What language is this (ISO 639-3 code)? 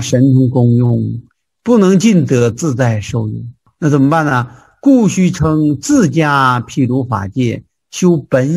zho